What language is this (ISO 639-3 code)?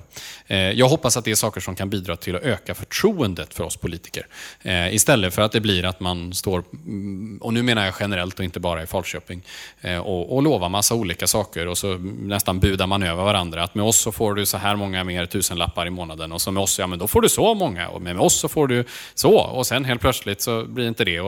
swe